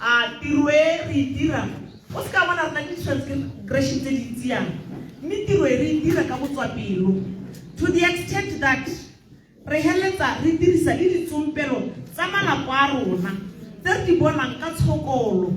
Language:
Tswana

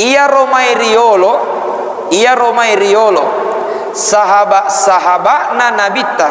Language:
Buginese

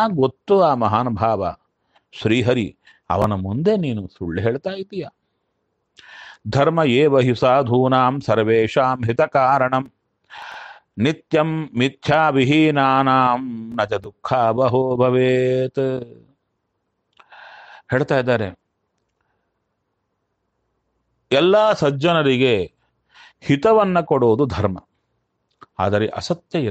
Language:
Kannada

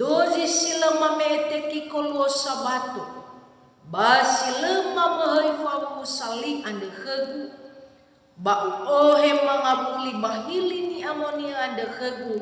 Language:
Nias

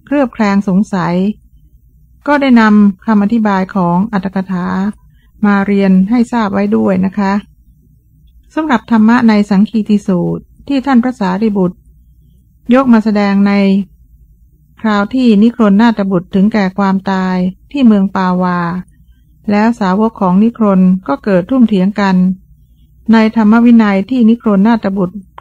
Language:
Thai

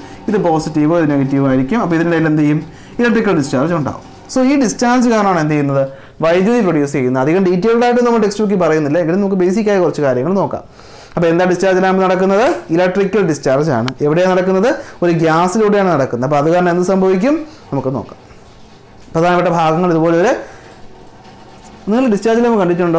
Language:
Malayalam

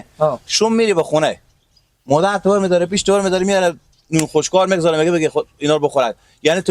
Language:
Persian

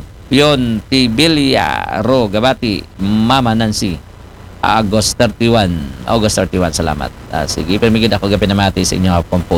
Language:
Aklanon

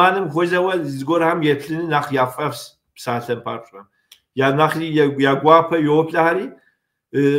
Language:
Kabardian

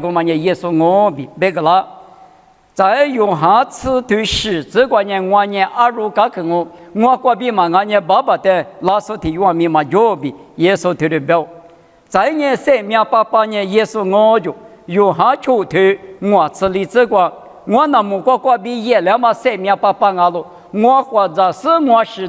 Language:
Lisu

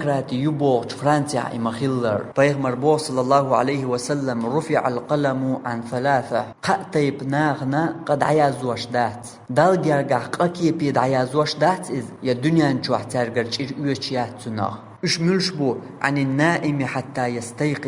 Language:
Chechen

